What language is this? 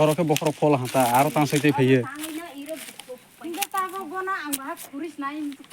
Kok Borok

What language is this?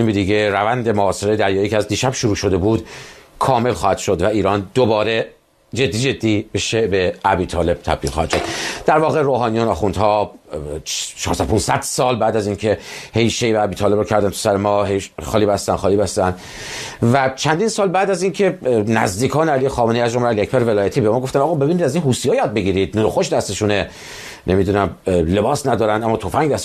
Persian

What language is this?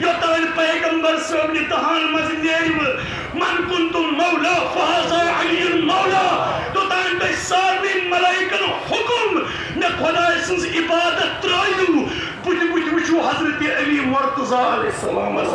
Kashmiri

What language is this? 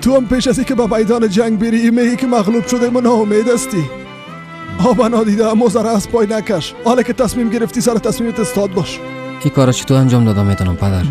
Persian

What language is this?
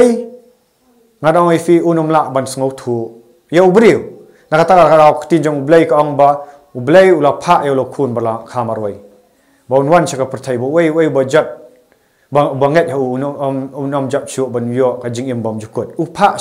Khasi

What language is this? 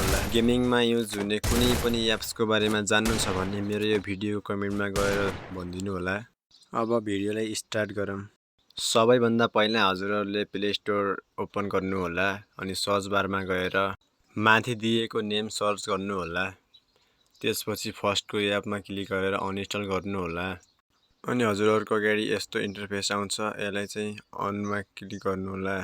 Nepali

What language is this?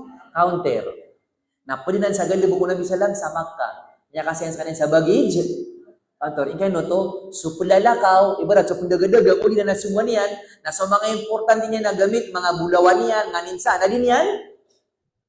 Maranao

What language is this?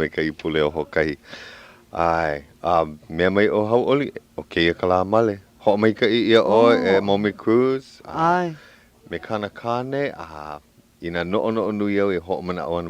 Hawaiian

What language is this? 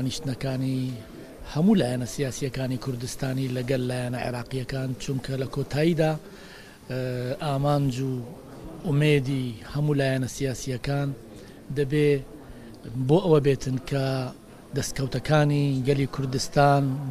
Central Kurdish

